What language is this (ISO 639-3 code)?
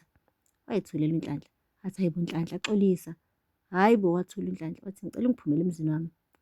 zul